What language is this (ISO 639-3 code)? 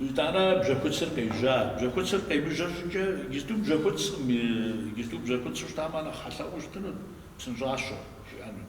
kbd